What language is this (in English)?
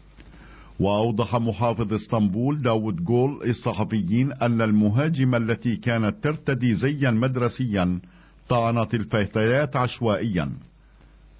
Arabic